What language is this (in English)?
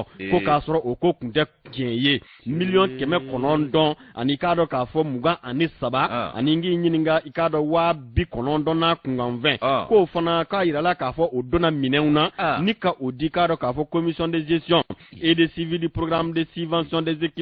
Bambara